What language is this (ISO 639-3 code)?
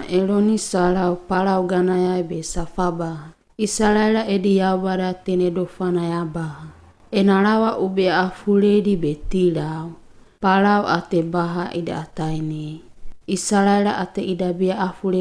wgb